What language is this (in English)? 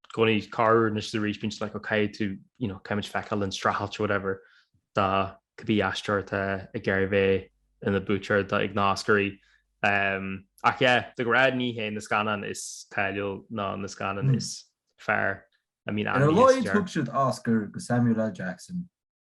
Irish